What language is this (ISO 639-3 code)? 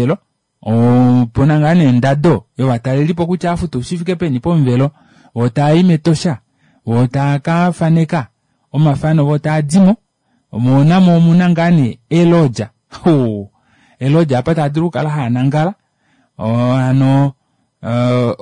kua